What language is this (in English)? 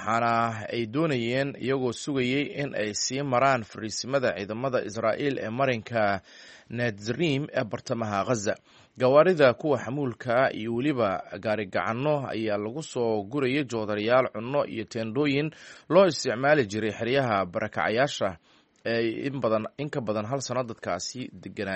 Somali